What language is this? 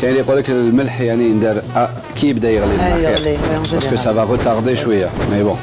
Algerian Arabic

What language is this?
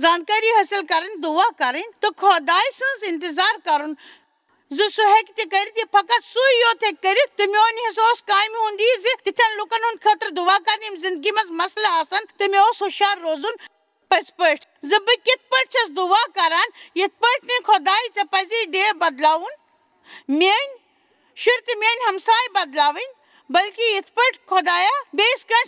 Kashmiri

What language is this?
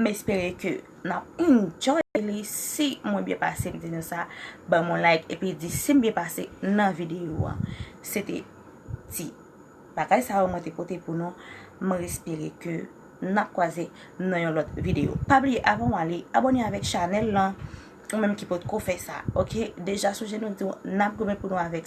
Haitian Creole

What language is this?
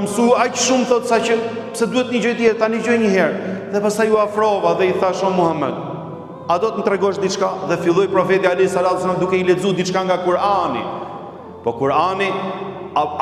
Albanian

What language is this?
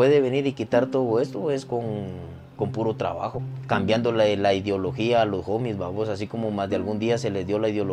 Spanish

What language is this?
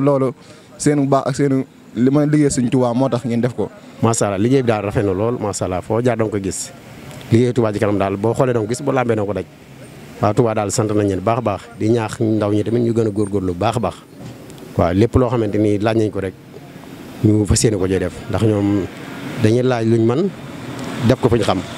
Wolof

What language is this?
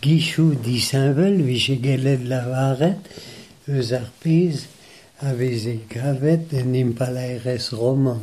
Breton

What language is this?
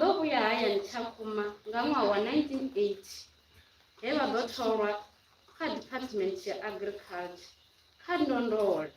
Venda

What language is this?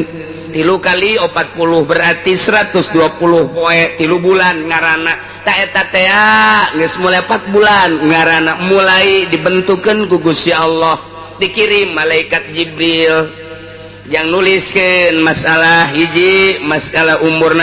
Sundanese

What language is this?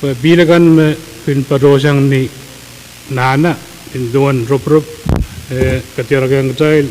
Pohnpeian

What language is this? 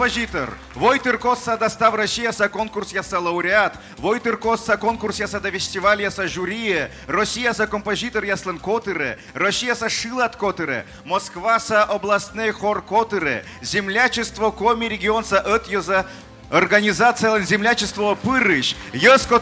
Komi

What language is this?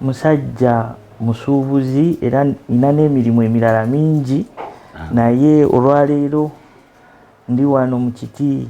Ganda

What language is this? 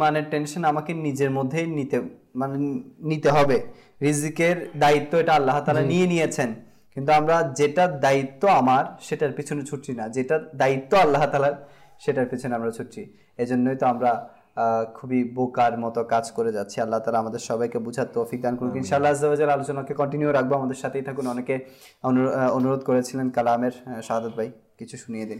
Bangla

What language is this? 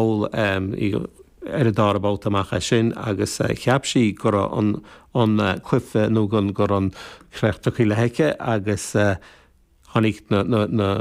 Irish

